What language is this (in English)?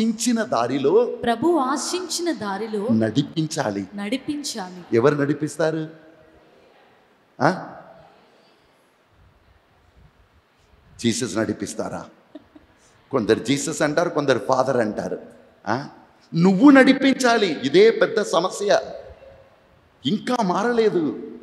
Telugu